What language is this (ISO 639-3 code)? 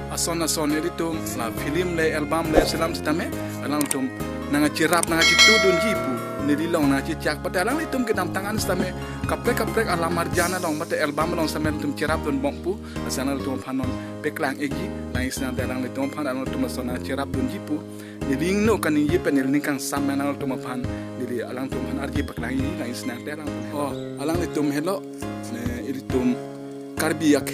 mjw